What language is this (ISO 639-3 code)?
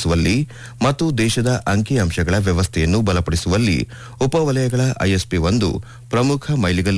kan